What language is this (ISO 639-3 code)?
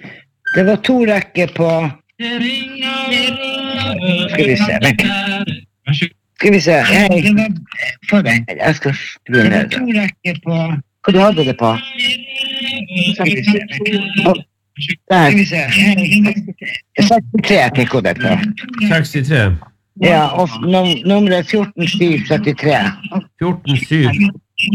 nor